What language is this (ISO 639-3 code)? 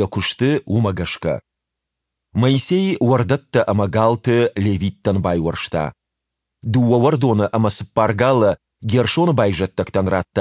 oss